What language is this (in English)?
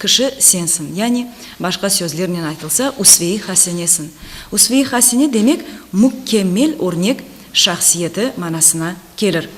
Crimean Tatar